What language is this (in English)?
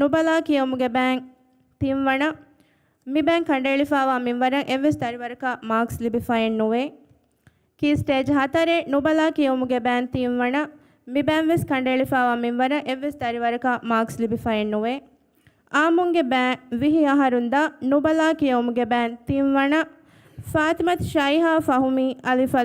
Divehi